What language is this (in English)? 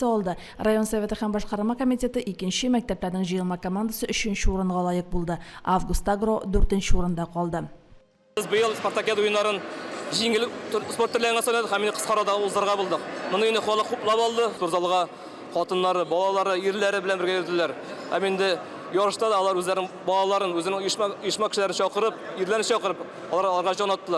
Tatar